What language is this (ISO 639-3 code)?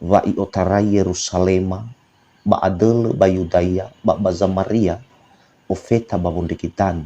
nia